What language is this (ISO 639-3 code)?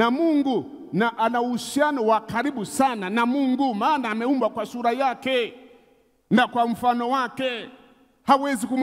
swa